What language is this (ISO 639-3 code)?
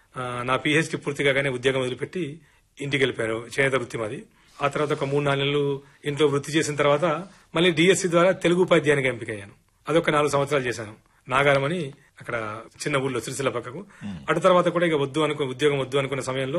tel